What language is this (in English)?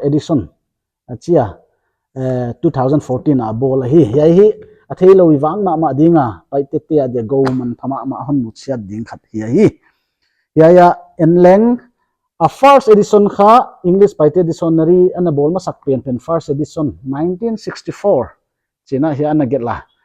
Paite Chin